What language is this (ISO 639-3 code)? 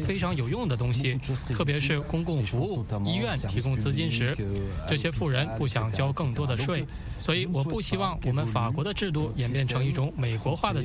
zho